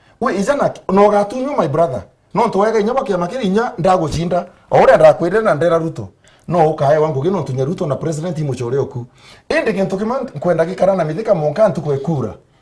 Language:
Meru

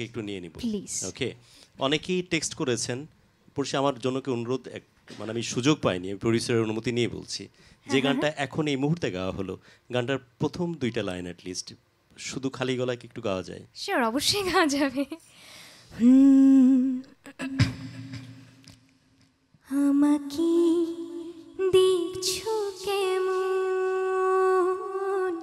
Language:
Bangla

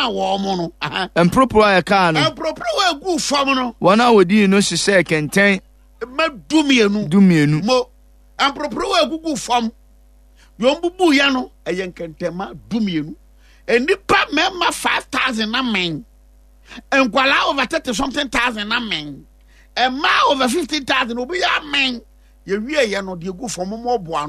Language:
Akan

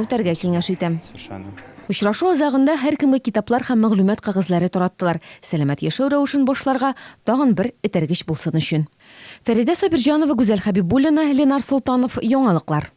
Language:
Tatar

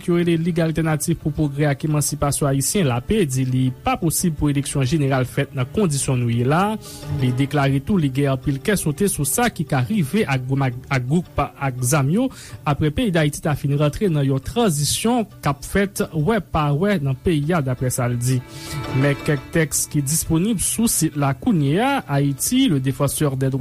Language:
Haitian Creole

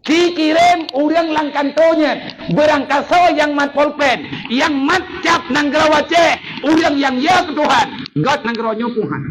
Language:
Achinese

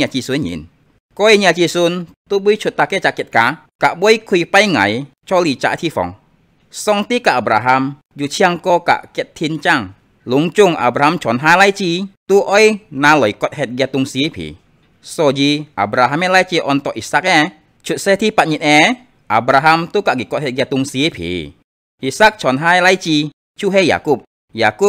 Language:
Hakka Chinese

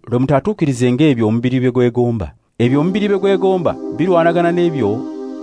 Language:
Ganda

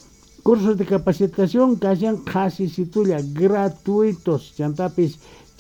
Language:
Quechua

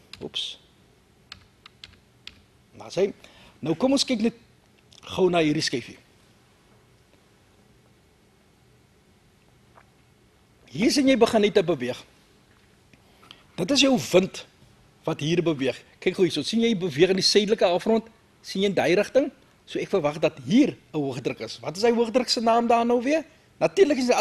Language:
Afrikaans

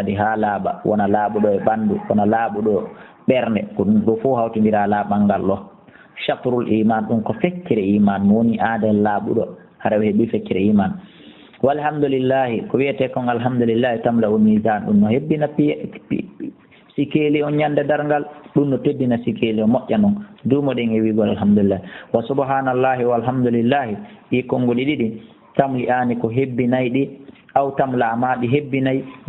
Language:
Fula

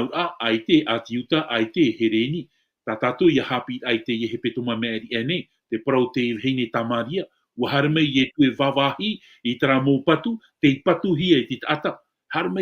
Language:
Tahitian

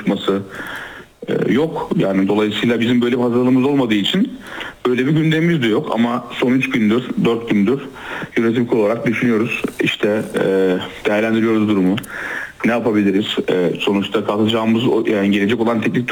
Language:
Turkish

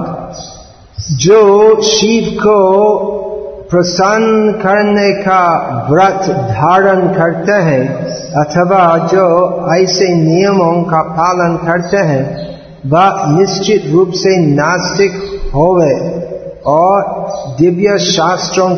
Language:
Hindi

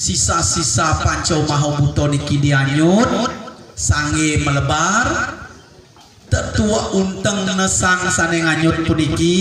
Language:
Balinese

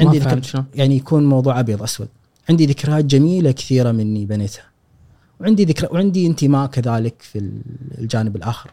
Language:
Gulf Arabic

